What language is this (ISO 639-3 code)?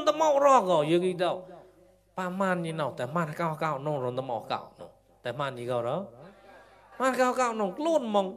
mnw